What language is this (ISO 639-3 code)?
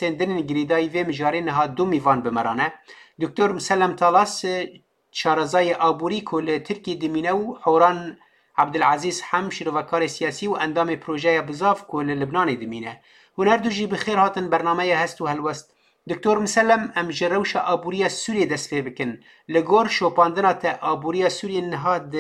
kur